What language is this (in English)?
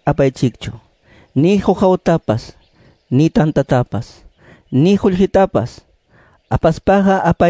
Quechua